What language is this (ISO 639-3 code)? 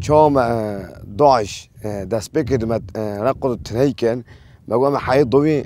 kur